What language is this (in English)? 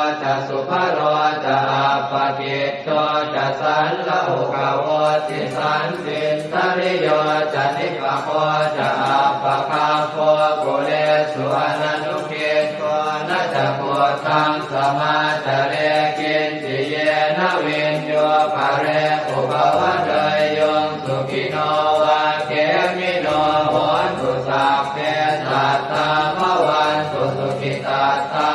Pali